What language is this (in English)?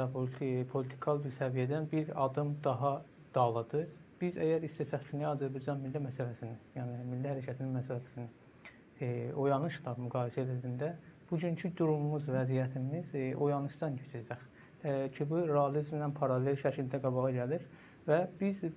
South Azerbaijani